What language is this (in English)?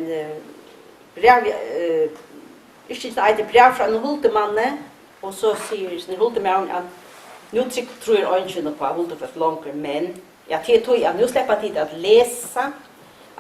Faroese